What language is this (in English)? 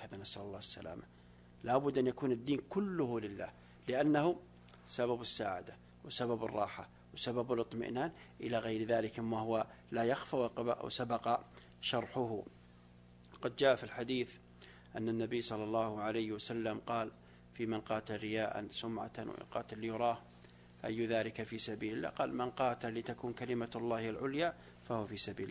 Arabic